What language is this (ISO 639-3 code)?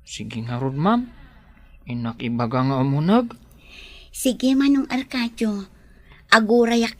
ilo